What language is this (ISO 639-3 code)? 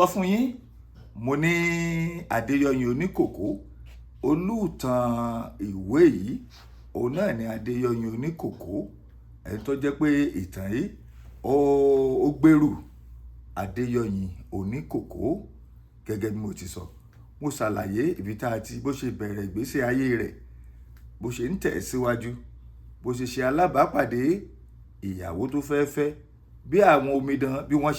yor